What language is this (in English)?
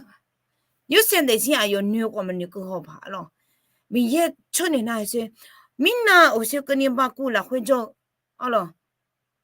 Akha